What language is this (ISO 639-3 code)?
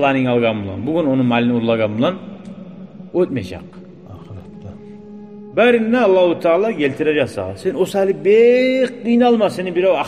kum